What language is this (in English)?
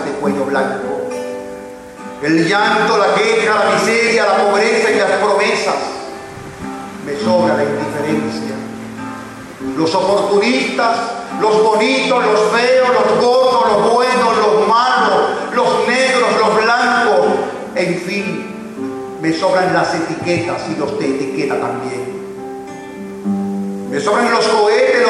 Spanish